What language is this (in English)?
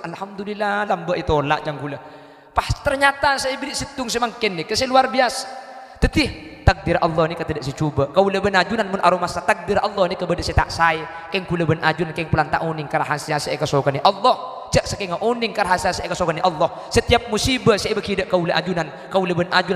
Madurese